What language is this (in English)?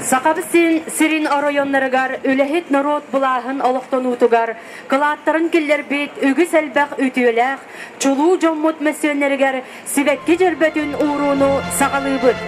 Yakut